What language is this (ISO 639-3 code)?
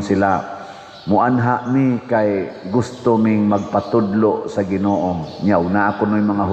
ceb